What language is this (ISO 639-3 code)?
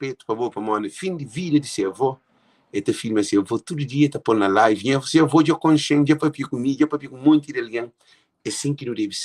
kea